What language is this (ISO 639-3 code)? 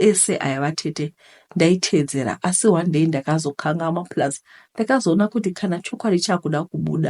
sna